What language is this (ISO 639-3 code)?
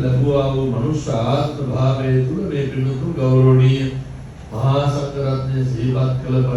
sin